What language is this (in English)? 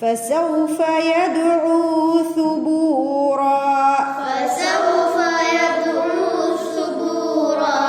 Divehi